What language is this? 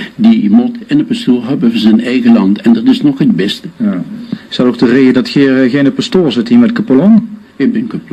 Limburgish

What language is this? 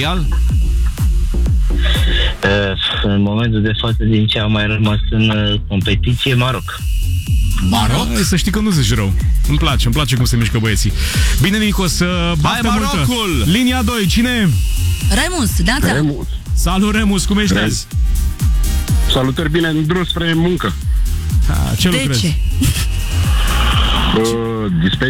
Romanian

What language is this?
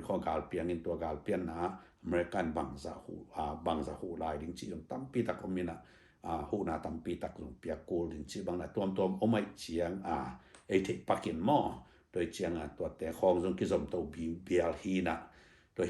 Tedim Chin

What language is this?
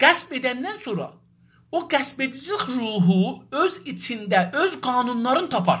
South Azerbaijani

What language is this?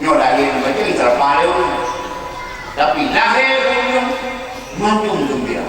Achinese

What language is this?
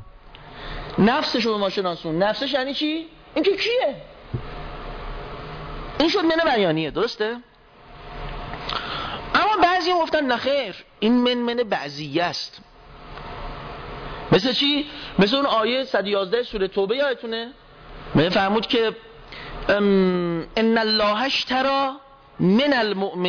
Persian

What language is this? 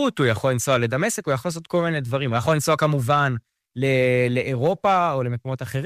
Hebrew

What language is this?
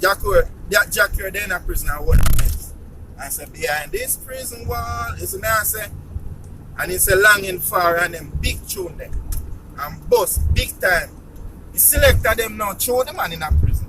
Jamaican Creole English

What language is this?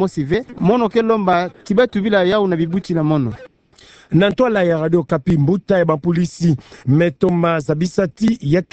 Kituba (Democratic Republic of Congo)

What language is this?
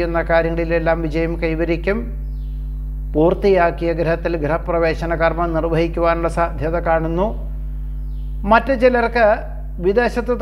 Malayalam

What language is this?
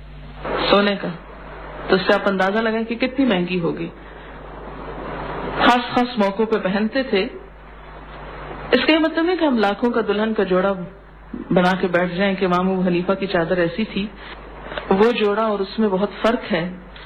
Urdu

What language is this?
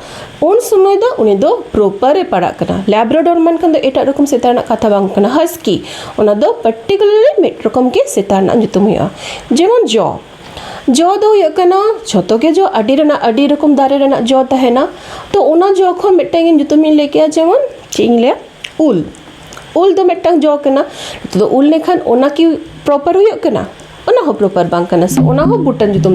Santali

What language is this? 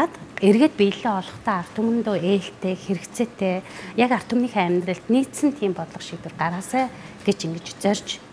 Mongolian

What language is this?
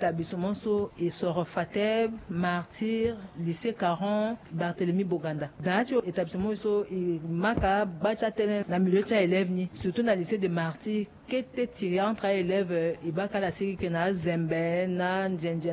Sango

